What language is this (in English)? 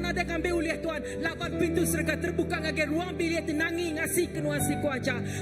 Iban